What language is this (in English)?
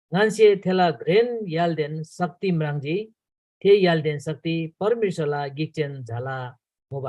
Eastern Tamang